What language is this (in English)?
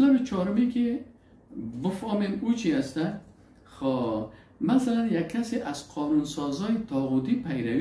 Persian